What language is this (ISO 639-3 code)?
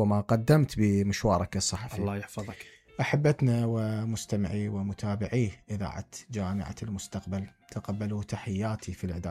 acm